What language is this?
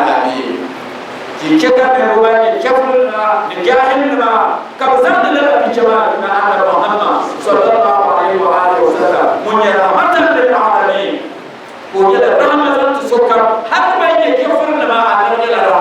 Dagbani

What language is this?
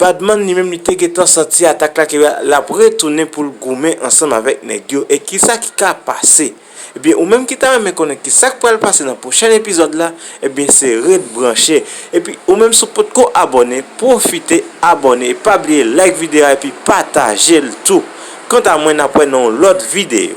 Haitian Creole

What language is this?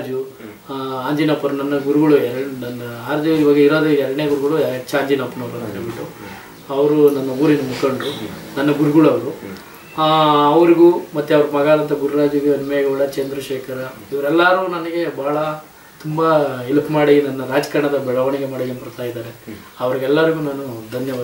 Kannada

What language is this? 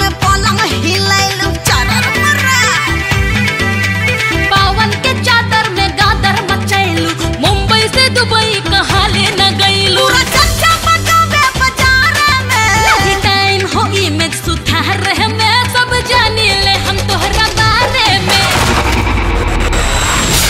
Bhojpuri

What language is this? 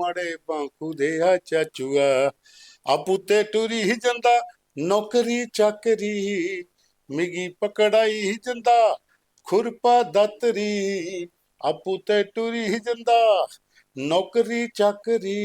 Dogri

